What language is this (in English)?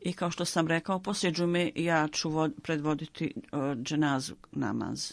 Bosnian